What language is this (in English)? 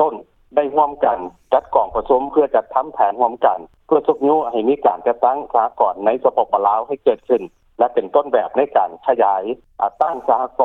Lao